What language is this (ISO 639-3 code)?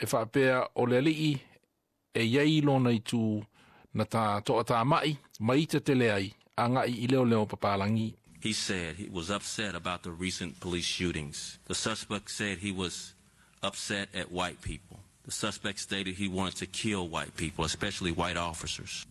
smo